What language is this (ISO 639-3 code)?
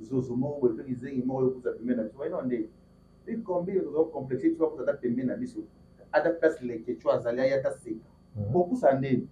lin